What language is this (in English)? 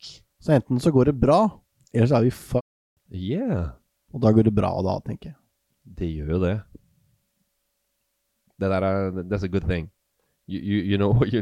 Norwegian